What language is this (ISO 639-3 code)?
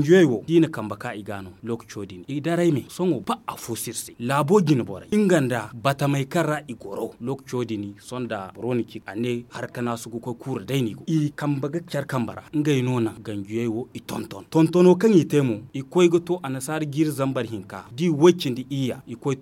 dje